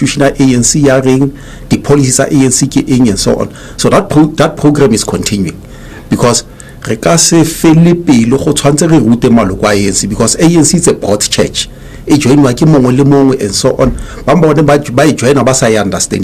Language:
Tswana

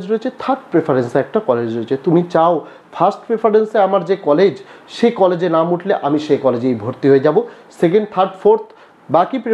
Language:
Bangla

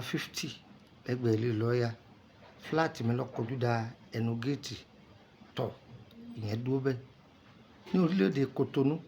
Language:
Yoruba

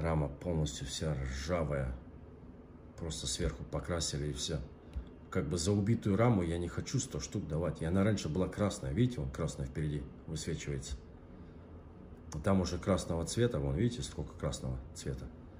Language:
Russian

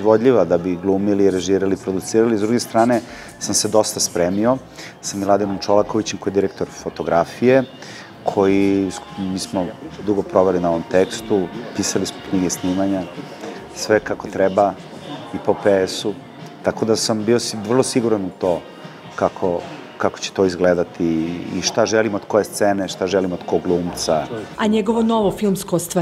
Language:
Serbian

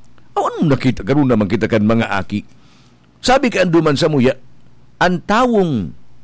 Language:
Bikol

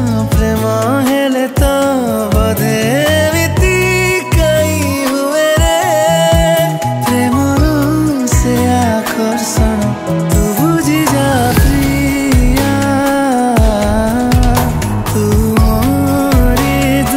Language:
Odia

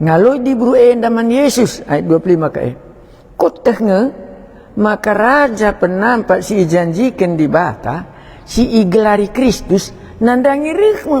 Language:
Batak Karo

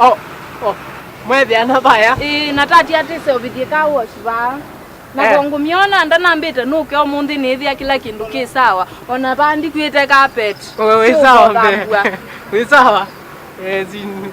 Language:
Kamba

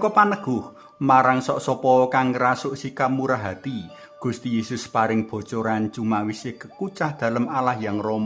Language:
Javanese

